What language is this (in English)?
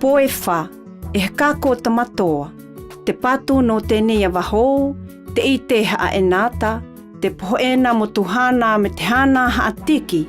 South Marquesan